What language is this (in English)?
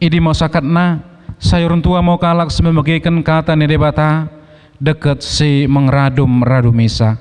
Batak Dairi